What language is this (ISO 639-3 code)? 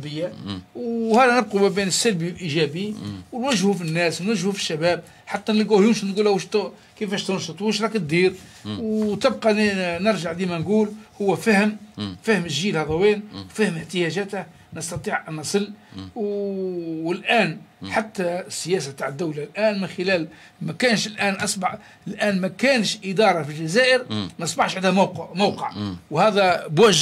arq